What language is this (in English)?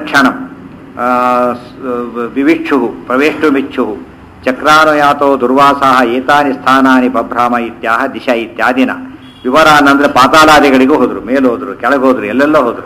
Kannada